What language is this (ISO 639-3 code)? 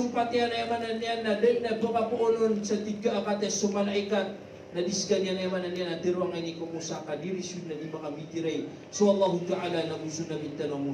mrw